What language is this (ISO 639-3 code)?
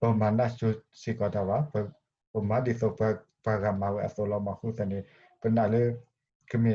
ksw